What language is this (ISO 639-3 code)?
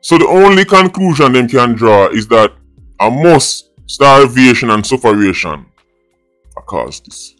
jam